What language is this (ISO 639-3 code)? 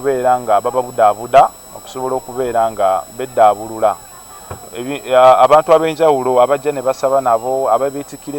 lug